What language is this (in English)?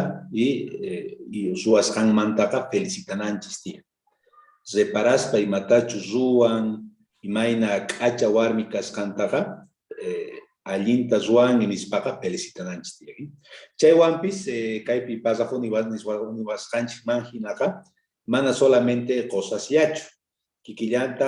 South Bolivian Quechua